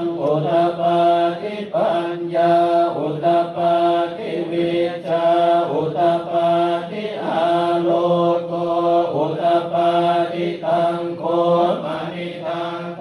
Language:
Pali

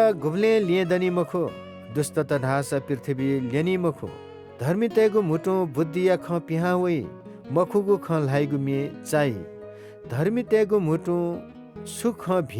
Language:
Newari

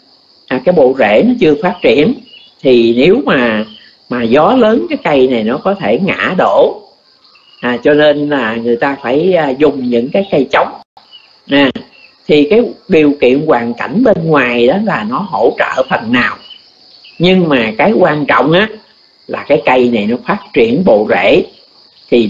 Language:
Vietnamese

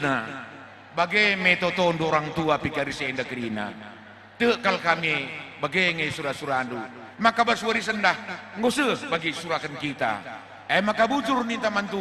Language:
Batak Karo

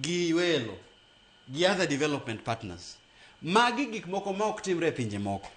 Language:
Luo (Kenya and Tanzania)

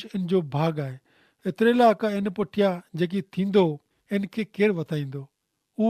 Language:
Kachhi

